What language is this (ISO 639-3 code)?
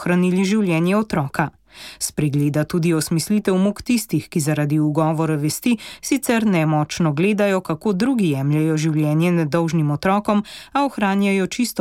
slv